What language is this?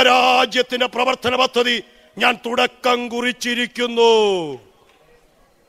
Malayalam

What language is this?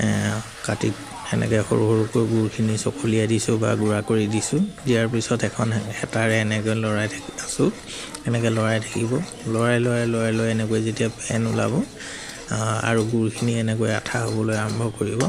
Assamese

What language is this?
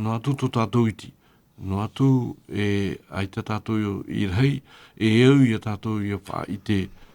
Tahitian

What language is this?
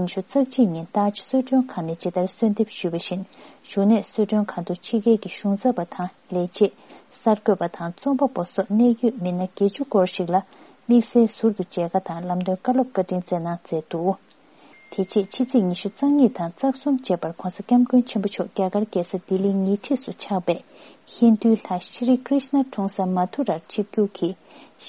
Tibetan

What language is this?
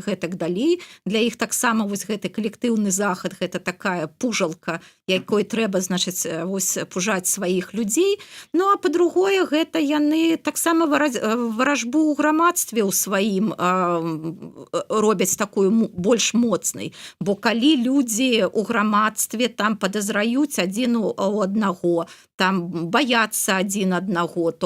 Belarusian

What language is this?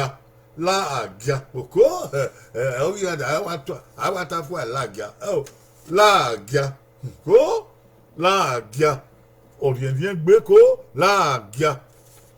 Bini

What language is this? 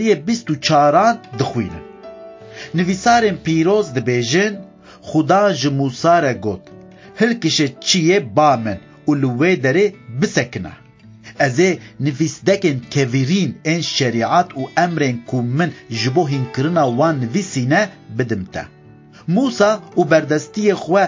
Kurdish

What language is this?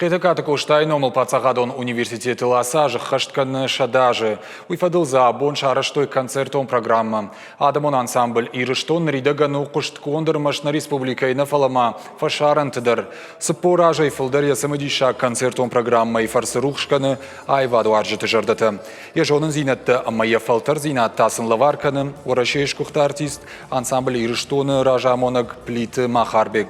Ossetic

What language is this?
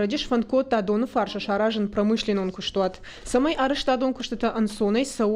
Ossetic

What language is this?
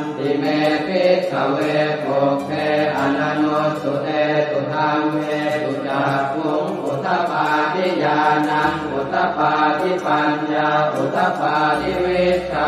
Pali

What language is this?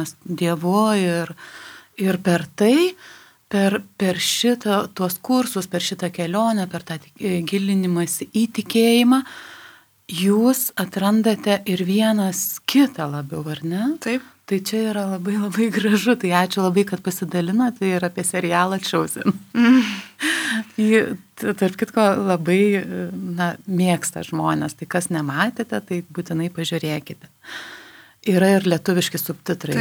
Lithuanian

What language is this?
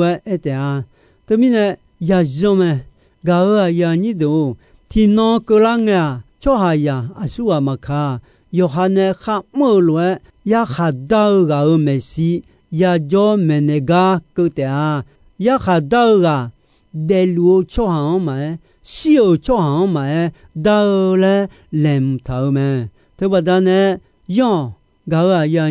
Akha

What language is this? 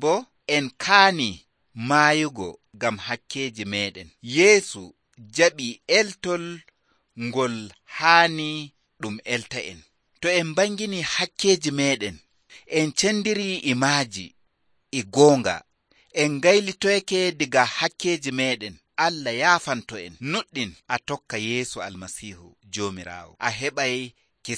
Nigerian Fulfulde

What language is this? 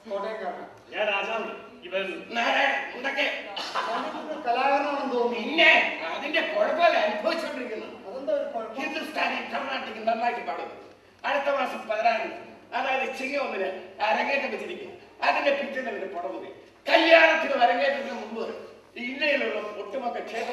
Malayalam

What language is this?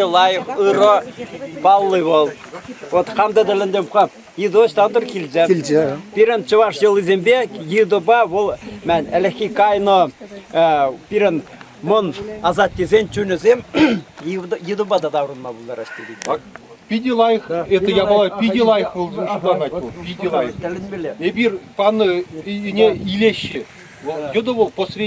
Chuvash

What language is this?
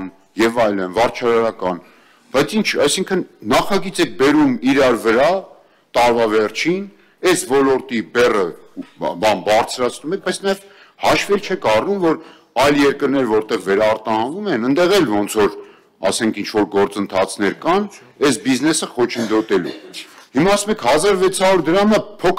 Armenian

